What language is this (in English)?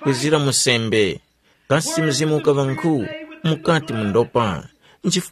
Tumbuka